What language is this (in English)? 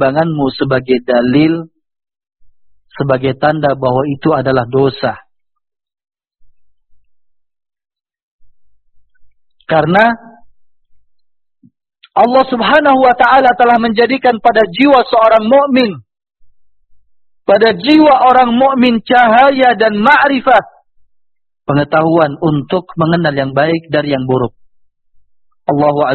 Indonesian